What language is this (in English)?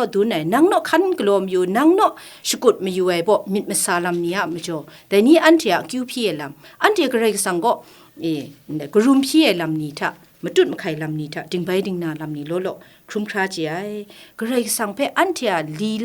Kachin